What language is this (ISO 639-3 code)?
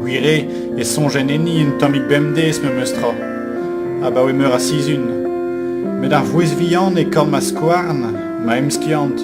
bre